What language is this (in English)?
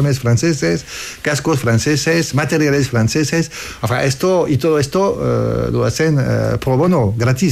Spanish